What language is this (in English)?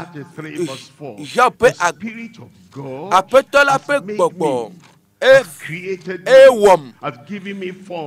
Ewe